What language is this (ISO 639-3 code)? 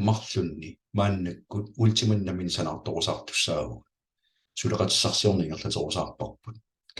kal